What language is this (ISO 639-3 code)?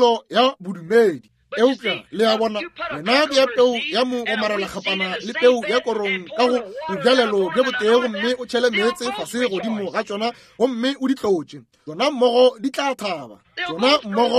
nso